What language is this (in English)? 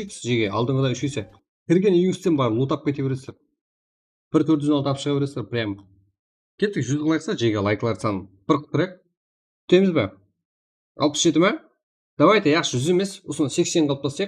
Kara-Kalpak